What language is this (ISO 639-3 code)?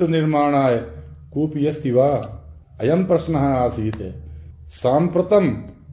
san